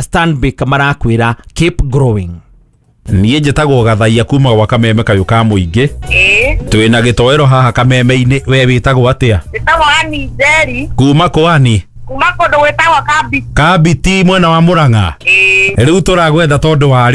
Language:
Kikuyu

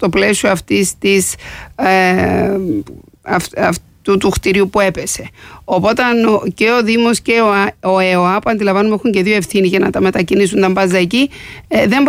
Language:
Greek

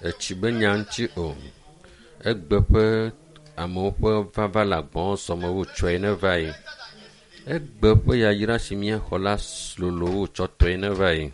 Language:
Ewe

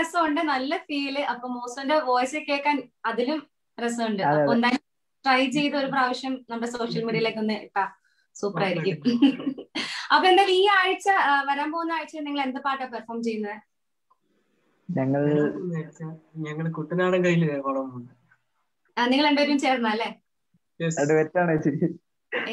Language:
Malayalam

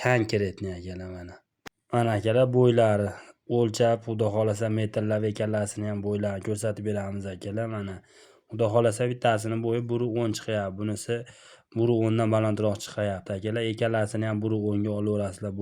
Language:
Uzbek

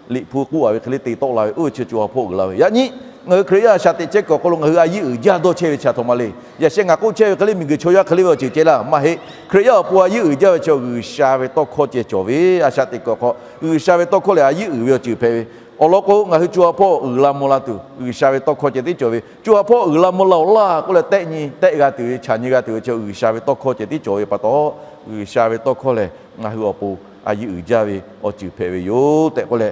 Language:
Lahu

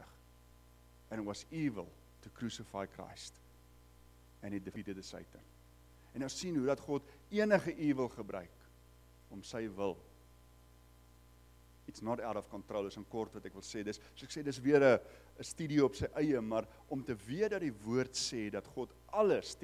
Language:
Afrikaans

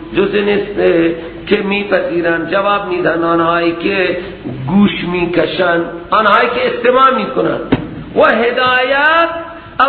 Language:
Persian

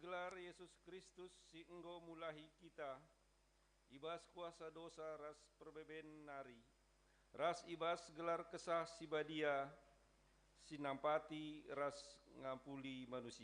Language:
Batak Karo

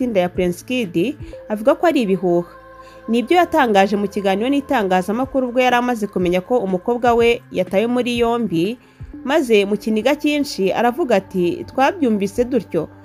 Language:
Kinyarwanda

